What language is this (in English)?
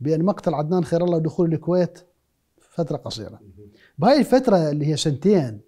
Mesopotamian Arabic